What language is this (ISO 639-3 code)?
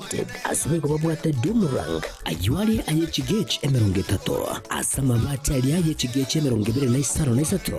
guz